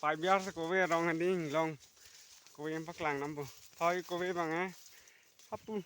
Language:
Karbi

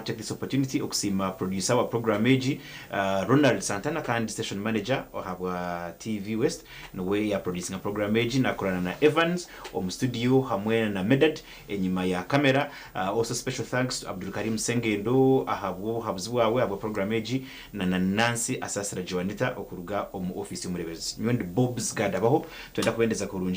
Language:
Nyankole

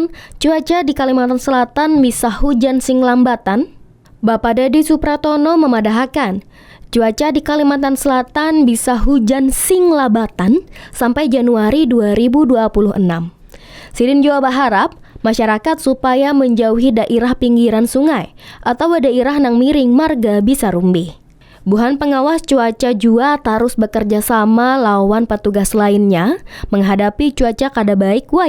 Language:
Banjar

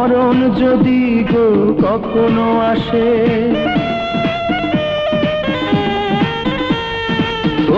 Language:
Bangla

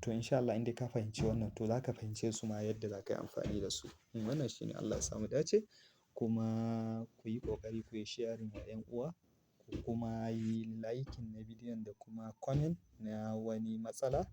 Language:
Hausa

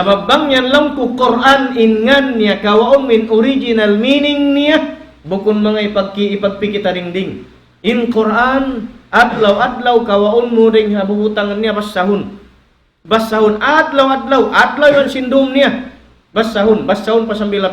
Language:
Tausug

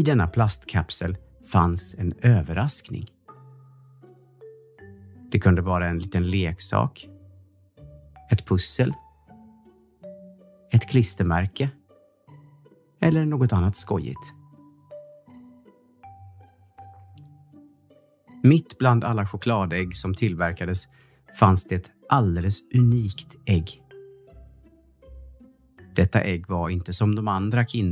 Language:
Swedish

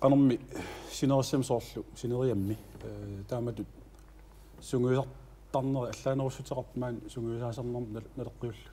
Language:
Kalaallisut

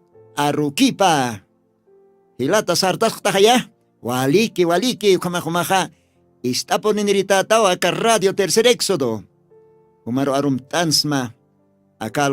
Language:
Aymara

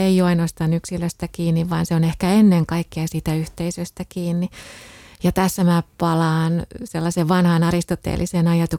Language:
Finnish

